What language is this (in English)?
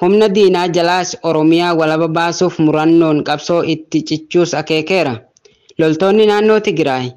Oromo